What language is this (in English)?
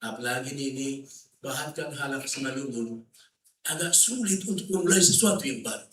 Batak Simalungun